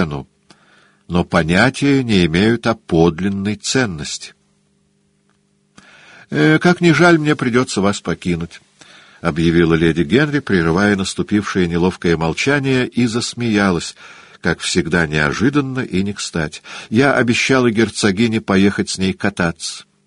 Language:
Russian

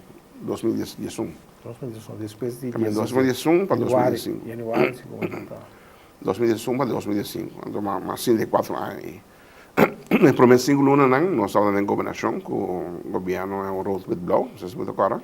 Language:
Papiamento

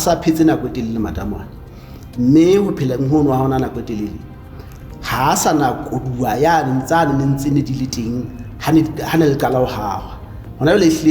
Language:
Southern Sotho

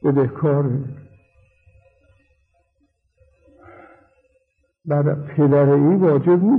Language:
Persian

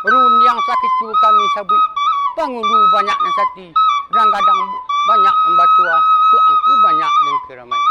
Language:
Minangkabau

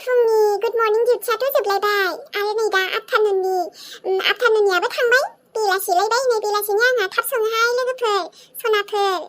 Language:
Bodo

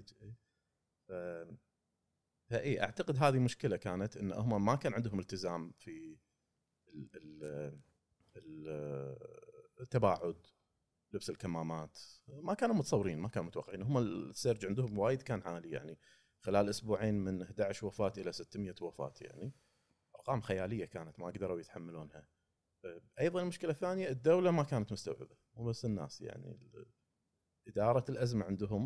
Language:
Gulf Arabic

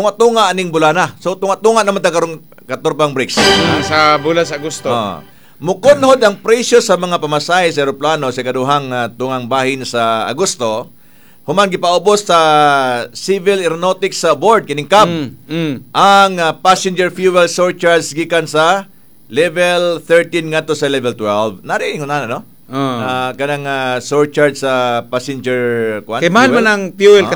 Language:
Cebuano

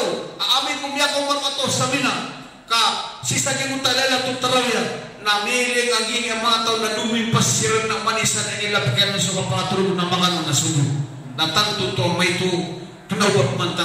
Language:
Maranao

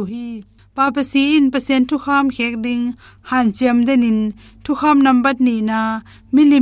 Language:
Tedim Chin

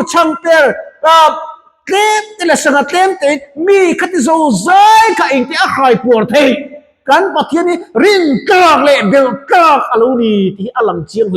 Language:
Mizo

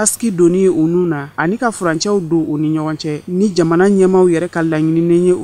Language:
Bambara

